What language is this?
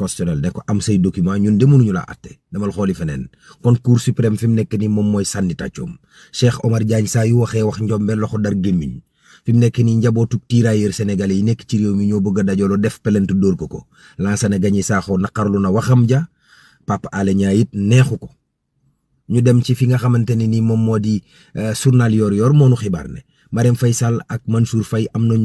Wolof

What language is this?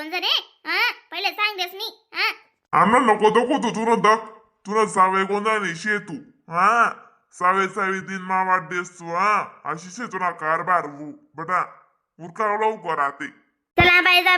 Khandesi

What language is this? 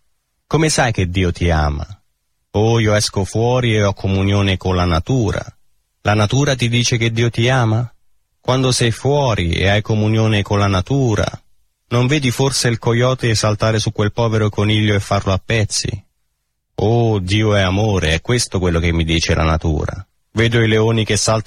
Italian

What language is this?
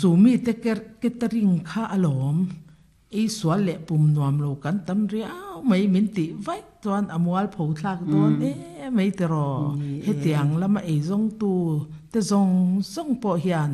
Mizo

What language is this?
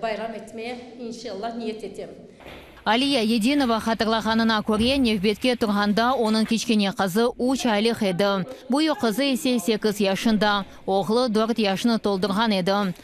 Crimean Tatar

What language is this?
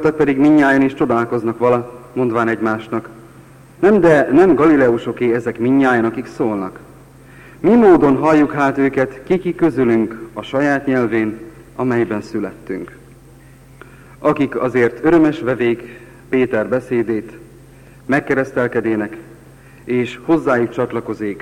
Hungarian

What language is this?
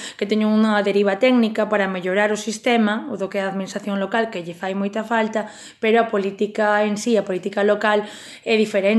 Galician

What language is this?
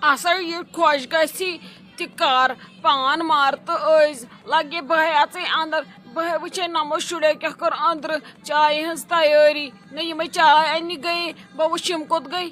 Kashmiri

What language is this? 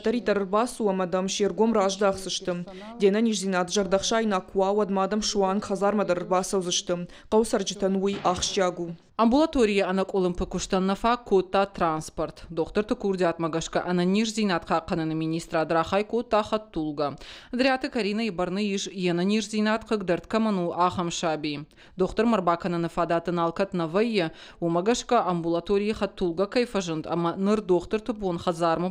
Ossetic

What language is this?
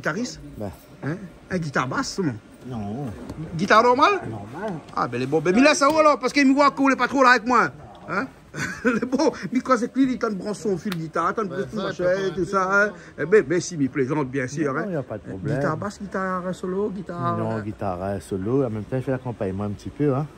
Réunion Creole French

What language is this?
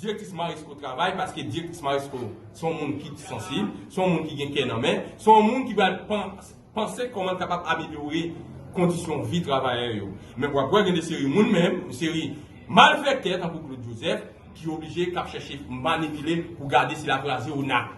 Haitian Creole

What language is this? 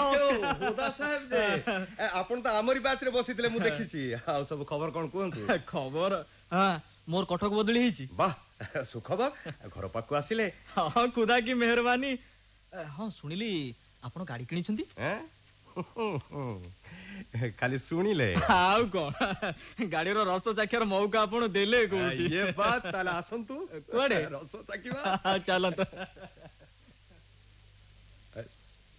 Odia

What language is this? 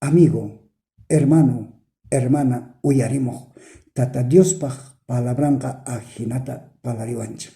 South Bolivian Quechua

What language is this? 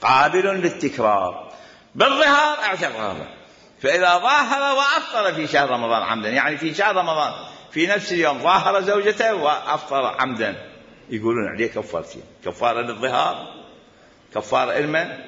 Mesopotamian Arabic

